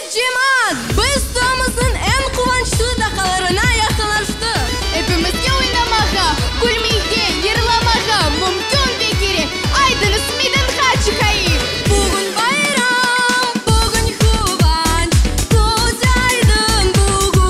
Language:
Crimean Tatar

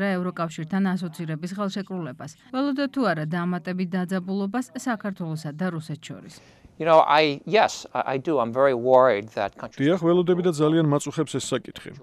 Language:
Georgian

